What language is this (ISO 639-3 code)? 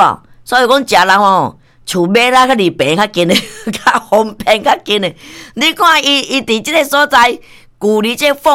nan